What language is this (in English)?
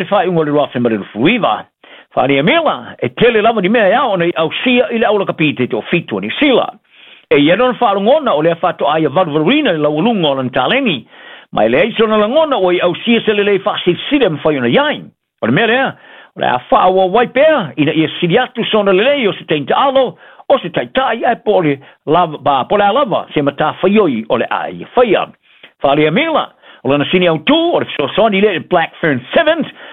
Samoan